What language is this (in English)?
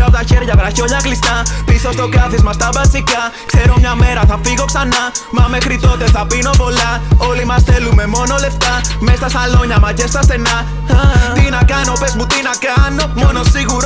Greek